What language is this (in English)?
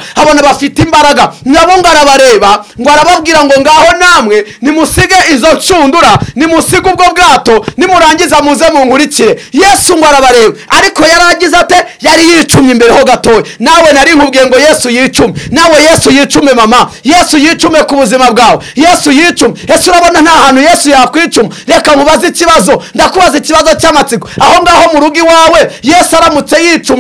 Kinyarwanda